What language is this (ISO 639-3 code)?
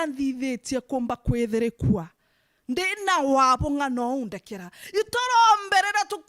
mer